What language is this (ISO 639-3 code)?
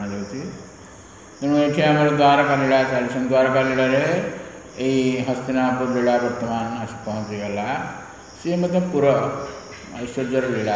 ori